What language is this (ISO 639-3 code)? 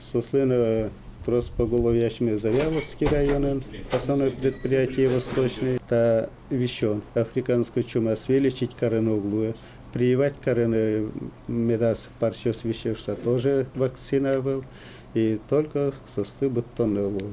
udm